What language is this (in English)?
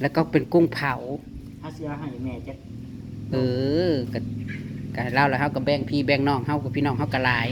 Northeastern Thai